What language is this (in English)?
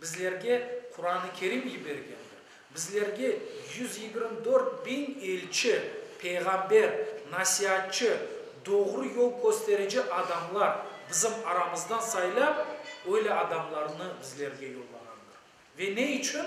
Crimean Tatar